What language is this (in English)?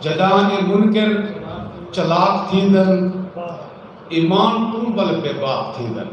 Saraiki